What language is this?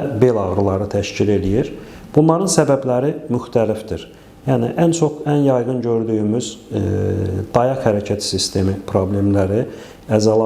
Azerbaijani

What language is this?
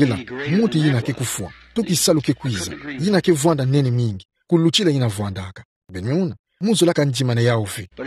Kituba (Democratic Republic of Congo)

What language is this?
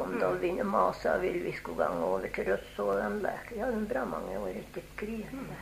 Norwegian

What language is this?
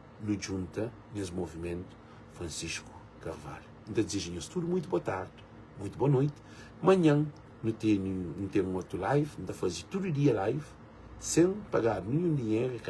Kabuverdianu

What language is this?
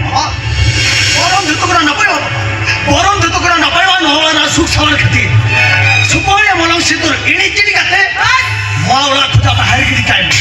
Santali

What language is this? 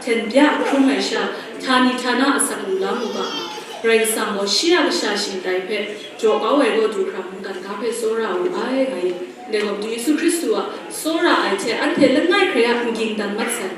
Kachin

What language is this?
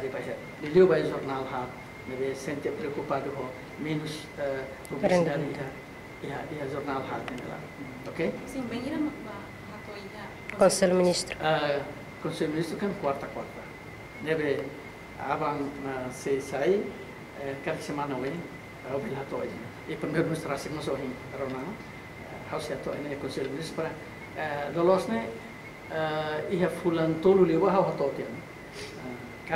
Tetum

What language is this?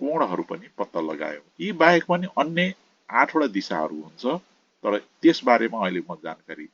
Nepali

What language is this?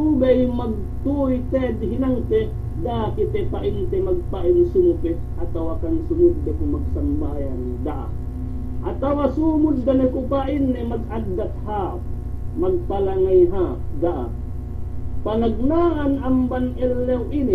Yakan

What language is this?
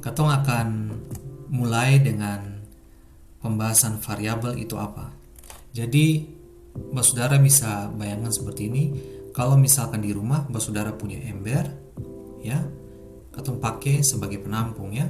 Ambonese Malay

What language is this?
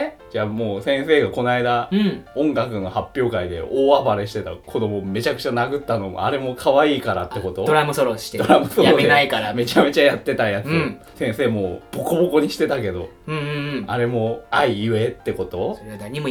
Japanese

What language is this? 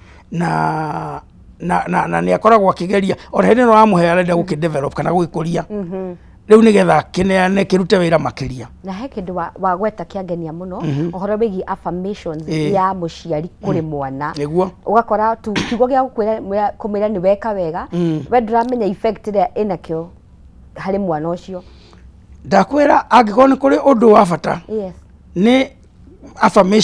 Kikuyu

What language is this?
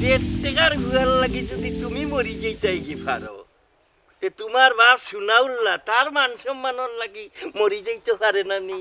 Sylheti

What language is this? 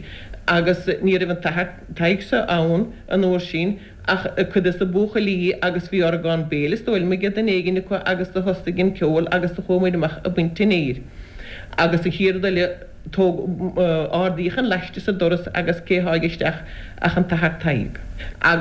Irish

